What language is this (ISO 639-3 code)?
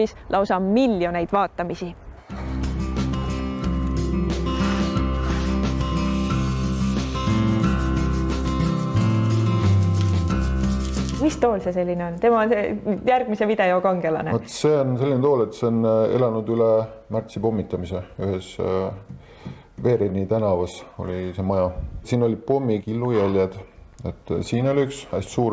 est